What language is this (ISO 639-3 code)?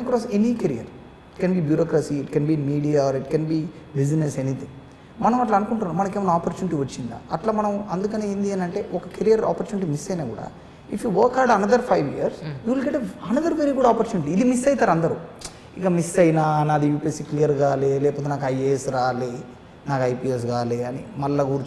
tel